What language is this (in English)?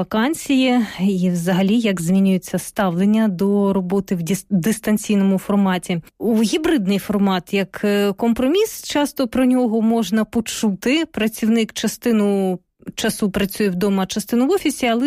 Ukrainian